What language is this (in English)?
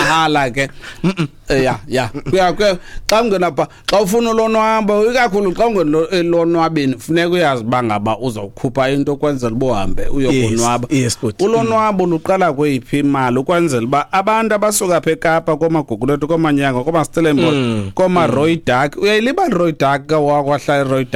Xhosa